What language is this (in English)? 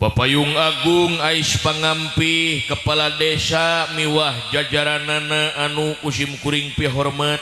Sundanese